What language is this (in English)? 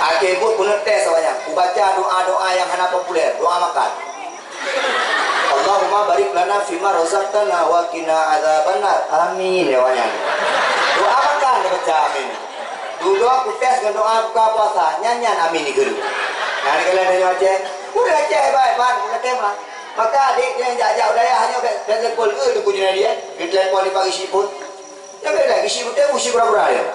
Achinese